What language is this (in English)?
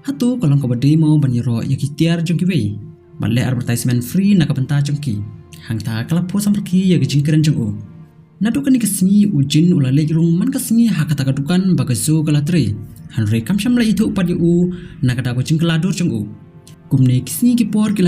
Khasi